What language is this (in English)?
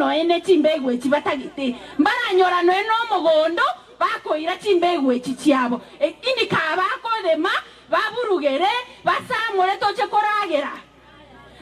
Gusii